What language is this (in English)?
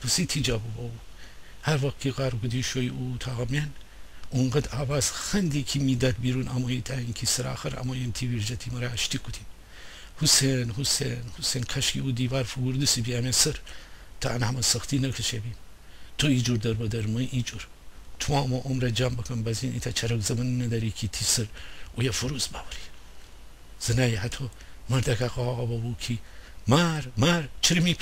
Gilaki